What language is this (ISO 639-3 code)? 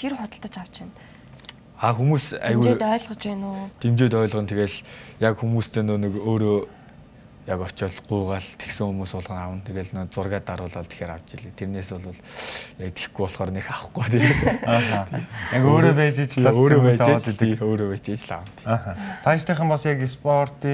mon